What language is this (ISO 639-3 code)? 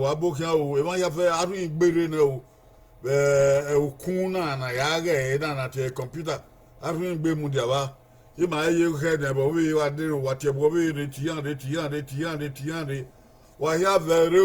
bin